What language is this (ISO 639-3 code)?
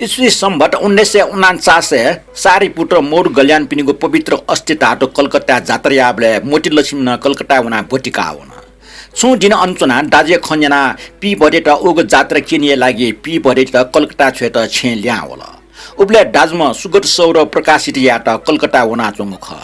new